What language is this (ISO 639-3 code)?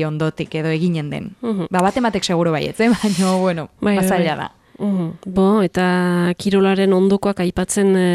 eus